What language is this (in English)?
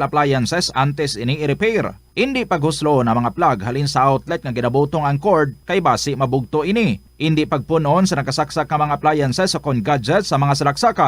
Hiligaynon